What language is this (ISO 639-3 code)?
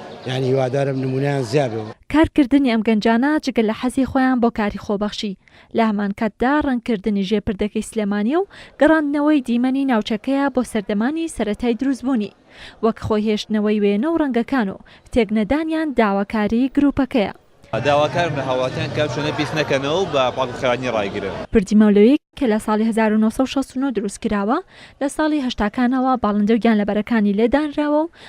ckb